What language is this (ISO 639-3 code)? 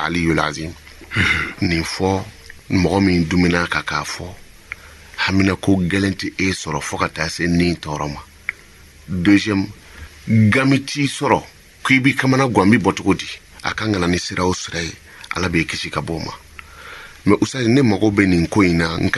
bam